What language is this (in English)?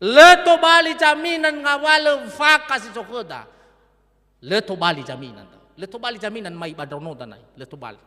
Nias